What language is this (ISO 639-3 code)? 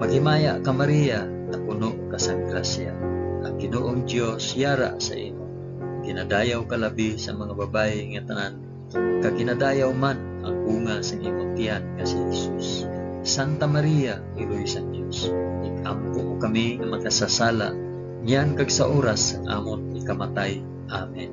hil